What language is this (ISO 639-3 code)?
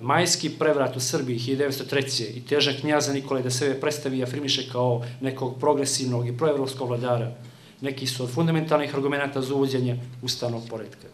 bos